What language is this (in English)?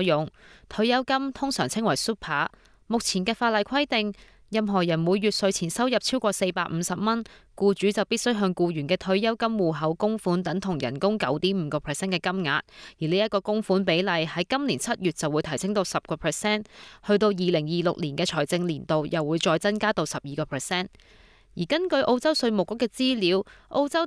Cantonese